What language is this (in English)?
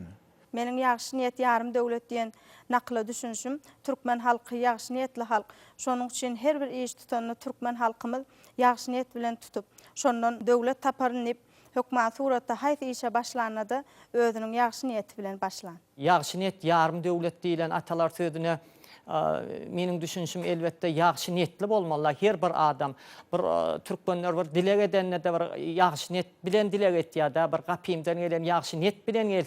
Turkmen